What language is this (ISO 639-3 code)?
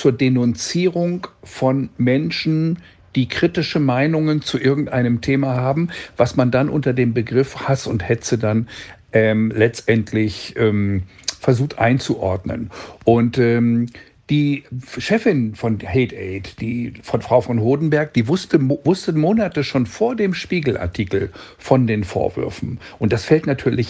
deu